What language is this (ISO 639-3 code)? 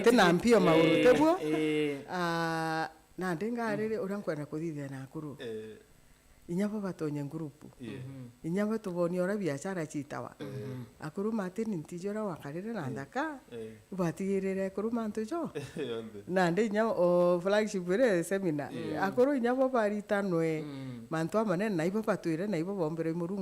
mer